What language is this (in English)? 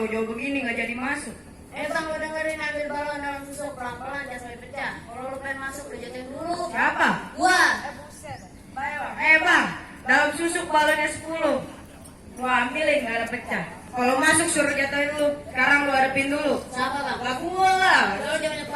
Betawi